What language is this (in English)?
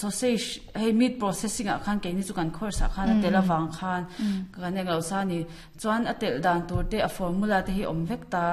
Mizo